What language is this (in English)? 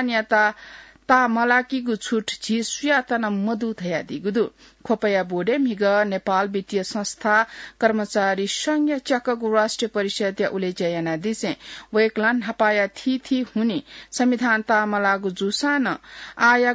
Newari